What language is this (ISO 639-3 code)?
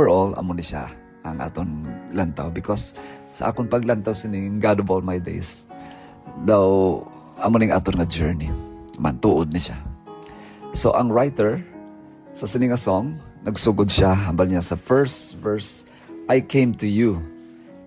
hil